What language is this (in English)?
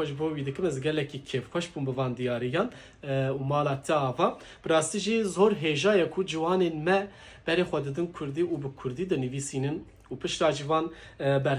Kurdish